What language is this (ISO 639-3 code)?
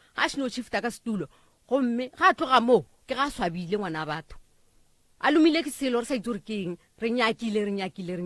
nso